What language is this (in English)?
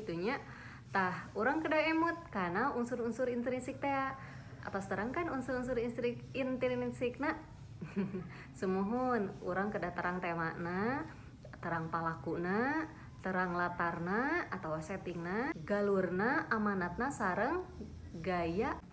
Sundanese